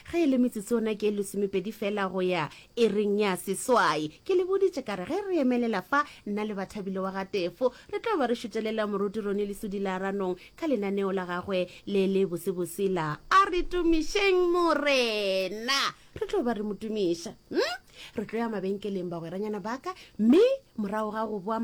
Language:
Northern Sotho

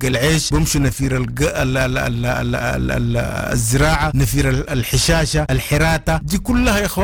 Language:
Sudanese Arabic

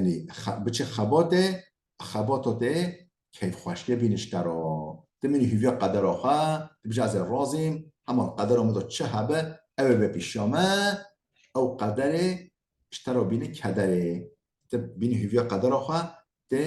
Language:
Kurdish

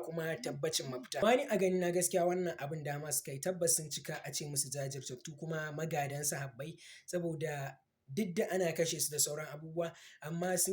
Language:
Hausa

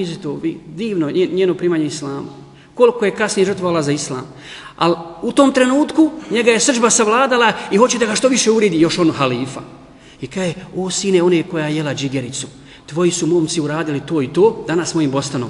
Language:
Bosnian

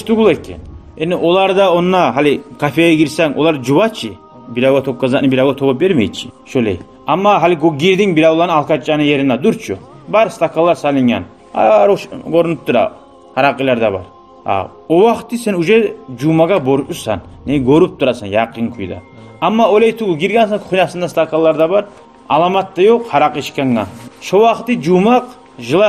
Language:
Kumyk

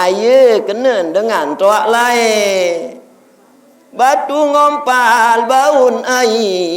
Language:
Sasak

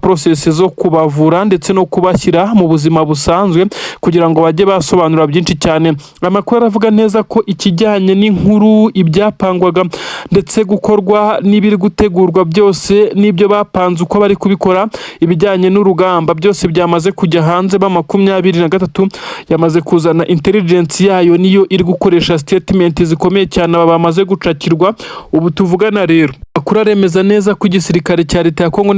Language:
Kinyarwanda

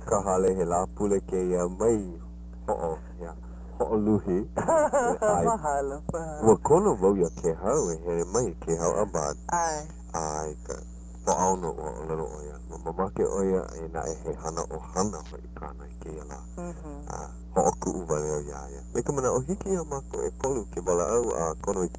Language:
Hawaiian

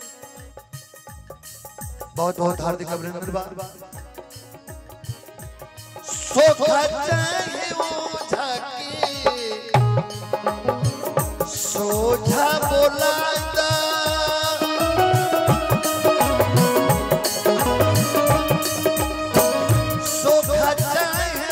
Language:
Bhojpuri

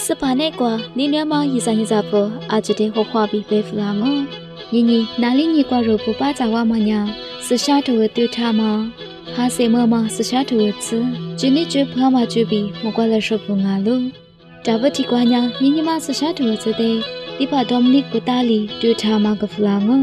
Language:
Lisu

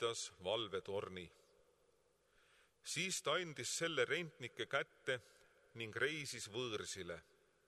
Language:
Estonian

